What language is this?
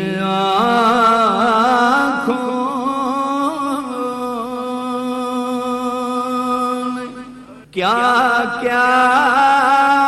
Urdu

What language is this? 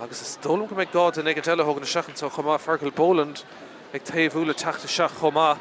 Irish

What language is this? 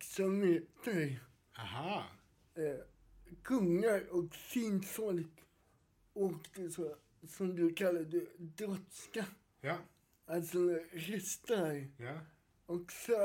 Swedish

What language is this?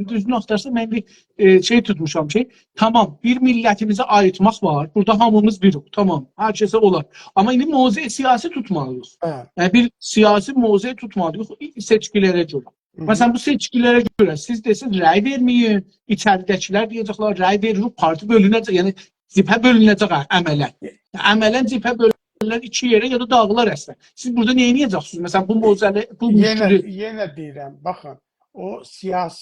South Azerbaijani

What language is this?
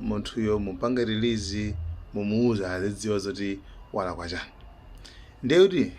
Nyanja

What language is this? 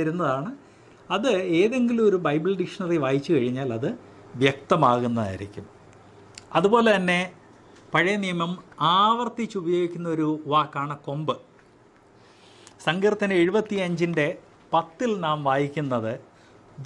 Malayalam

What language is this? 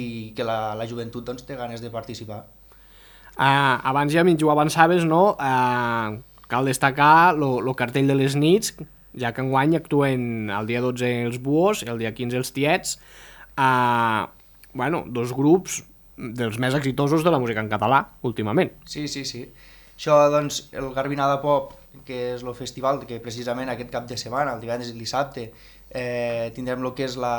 Catalan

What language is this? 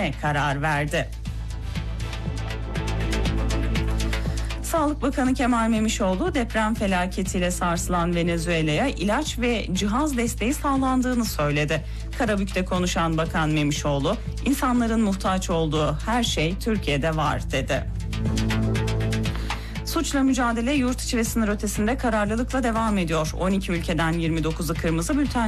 Turkish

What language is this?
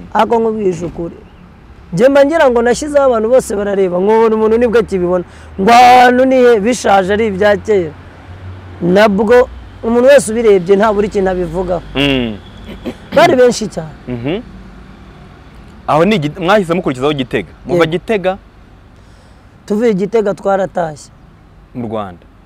Kinyarwanda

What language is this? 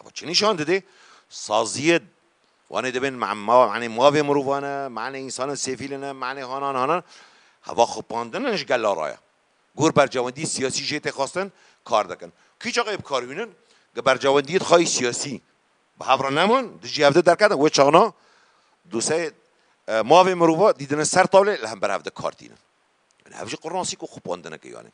Kurdish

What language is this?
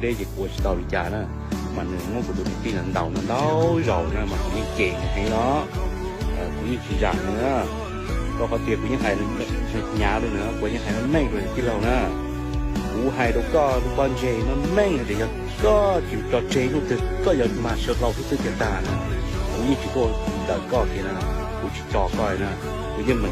Hmong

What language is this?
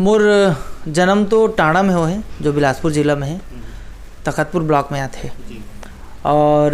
Chhattisgarhi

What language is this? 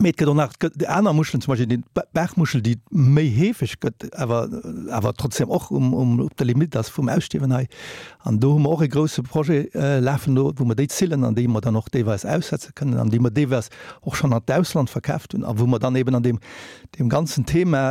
Luxembourgish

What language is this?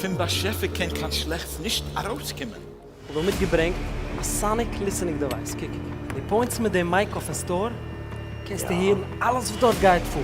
Yiddish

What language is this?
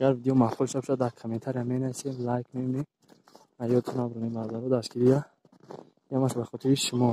Tajik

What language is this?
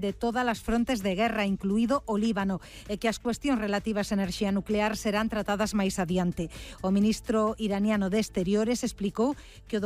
Galician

